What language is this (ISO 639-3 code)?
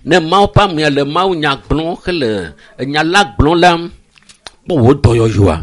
ewe